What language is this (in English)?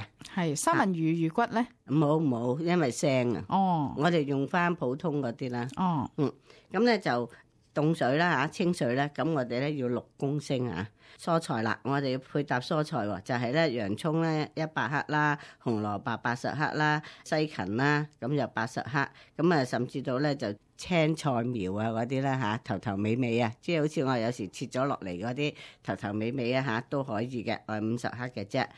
Cantonese